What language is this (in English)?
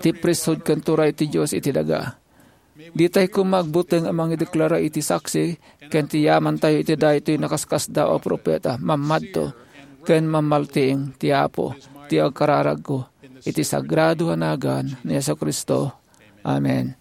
Iloko